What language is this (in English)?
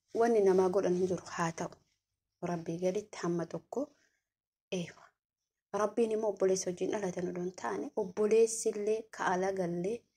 Oromo